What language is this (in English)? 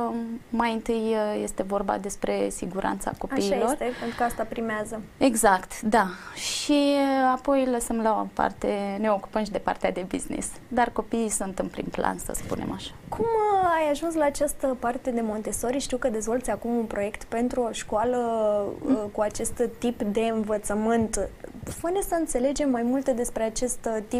Romanian